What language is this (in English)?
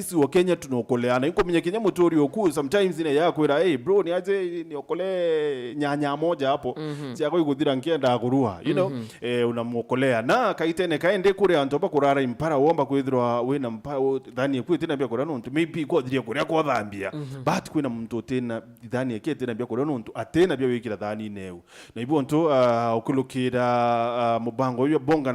Meru